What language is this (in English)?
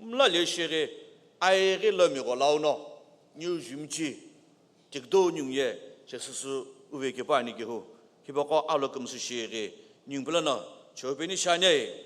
Sumi Naga